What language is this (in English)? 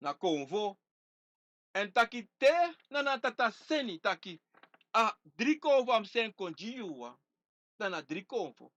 Sranan Tongo